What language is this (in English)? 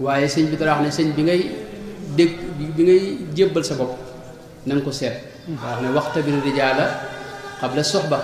Wolof